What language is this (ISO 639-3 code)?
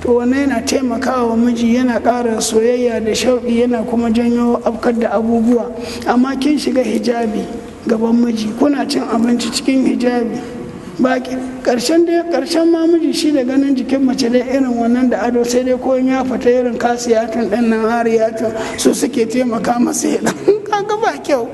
hau